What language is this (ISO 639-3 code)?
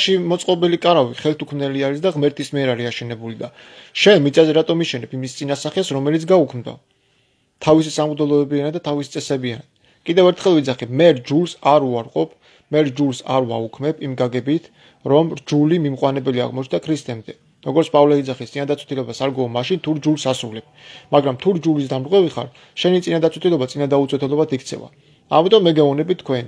kat